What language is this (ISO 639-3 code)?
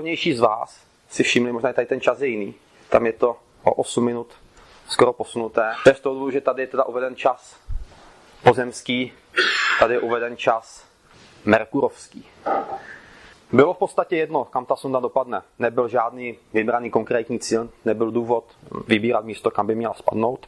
ces